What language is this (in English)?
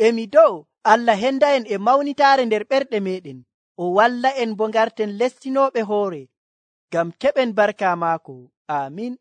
Nigerian Fulfulde